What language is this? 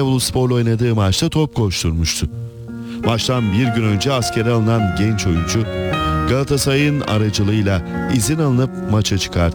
Turkish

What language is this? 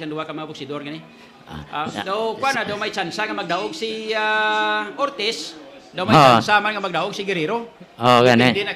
Hiligaynon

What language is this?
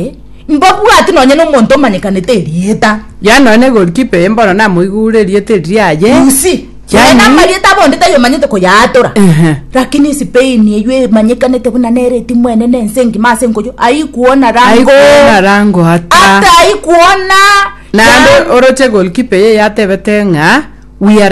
Gusii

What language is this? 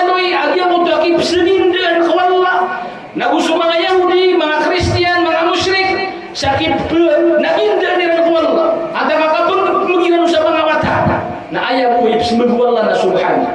Maranao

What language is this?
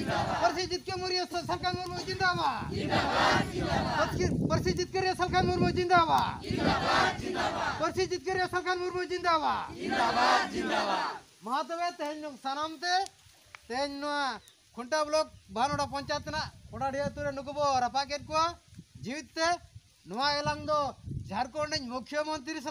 Santali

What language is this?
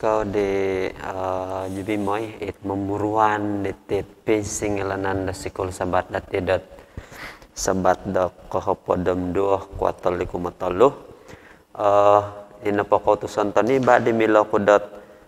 Central Dusun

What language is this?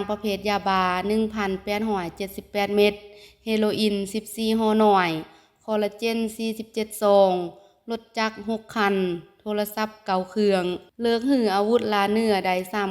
Lao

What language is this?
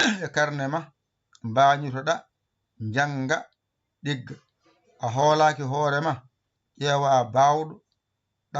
Fula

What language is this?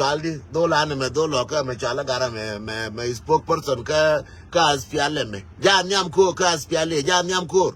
Nuer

